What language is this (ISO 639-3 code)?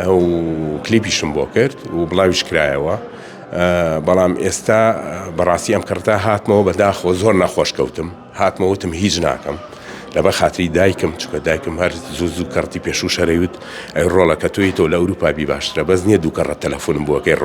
ckb